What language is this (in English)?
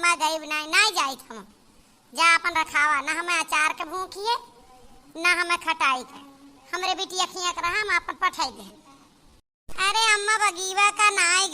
Awadhi